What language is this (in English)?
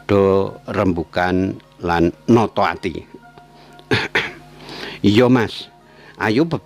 Javanese